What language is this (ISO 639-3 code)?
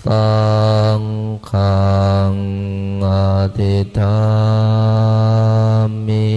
pli